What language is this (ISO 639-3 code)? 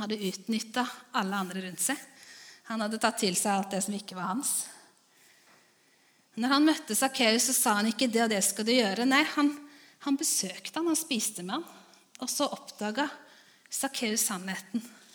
nor